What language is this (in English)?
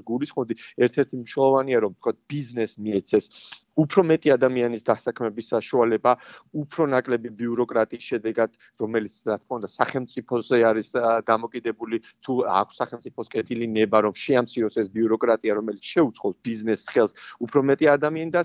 Georgian